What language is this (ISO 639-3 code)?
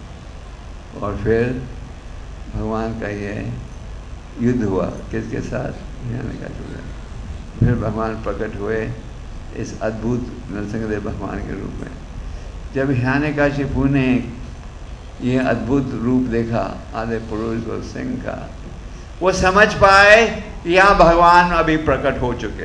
hin